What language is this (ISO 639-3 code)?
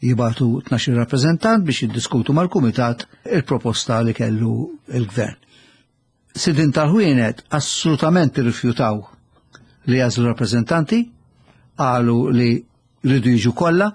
mlt